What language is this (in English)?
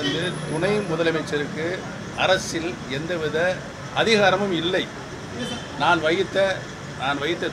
Tamil